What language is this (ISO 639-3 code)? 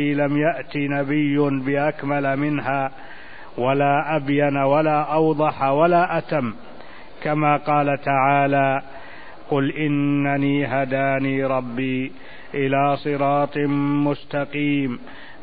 ara